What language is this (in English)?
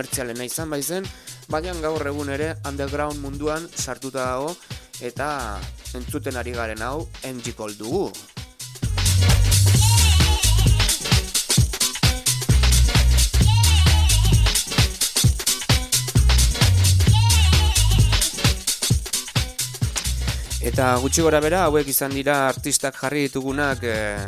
Basque